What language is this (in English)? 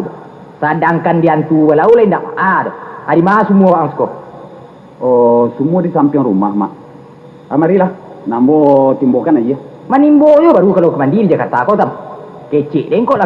Minangkabau